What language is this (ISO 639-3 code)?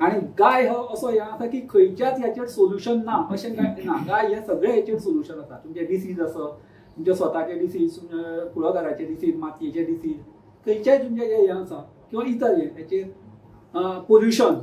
kok